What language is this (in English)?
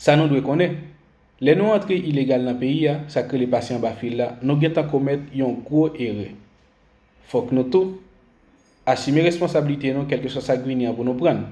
Haitian Creole